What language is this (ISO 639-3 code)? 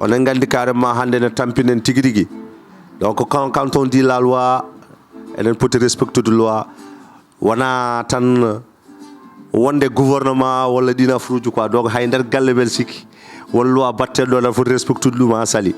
ful